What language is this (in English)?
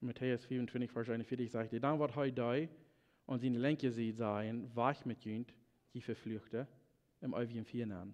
Plautdietsch